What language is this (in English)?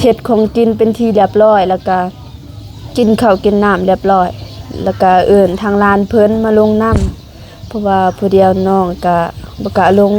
Lao